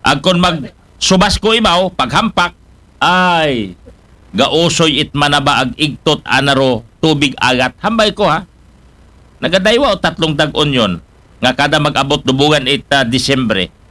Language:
Aklanon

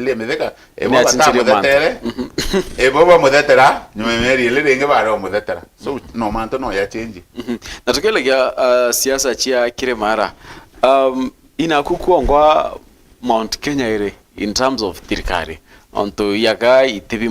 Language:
Meru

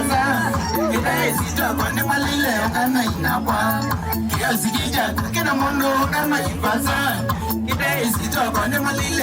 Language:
Kamba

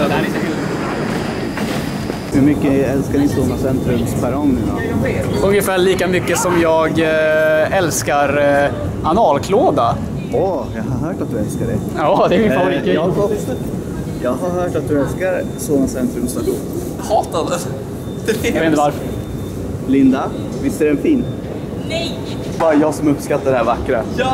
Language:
Swedish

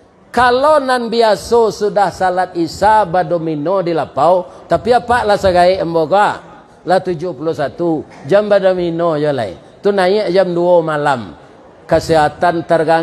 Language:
Minangkabau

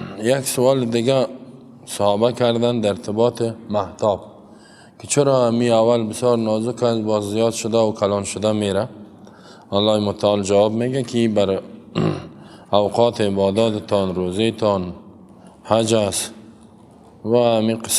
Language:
Persian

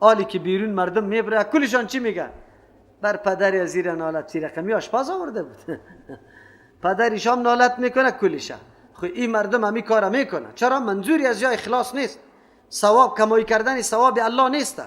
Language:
Persian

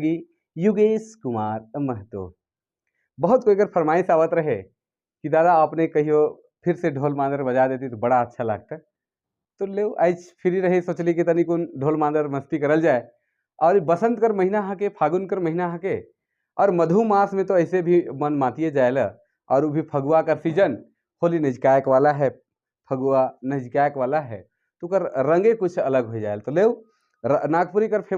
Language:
Sadri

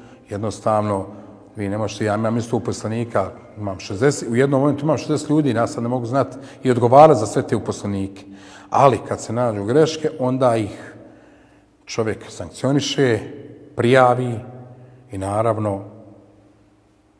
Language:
Bosnian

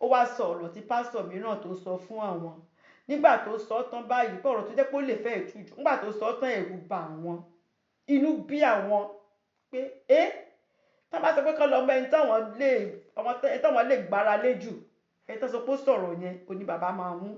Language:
Yoruba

